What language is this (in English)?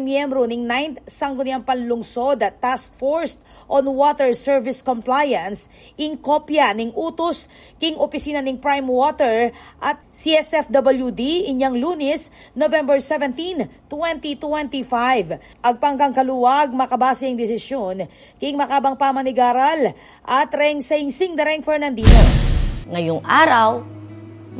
Pampanga